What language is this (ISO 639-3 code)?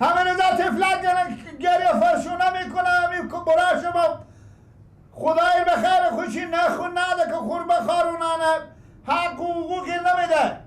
fas